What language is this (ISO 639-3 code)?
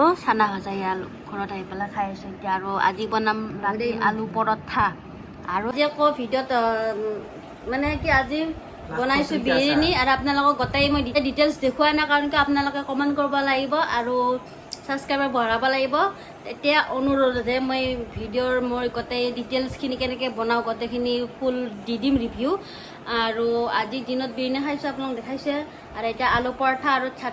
asm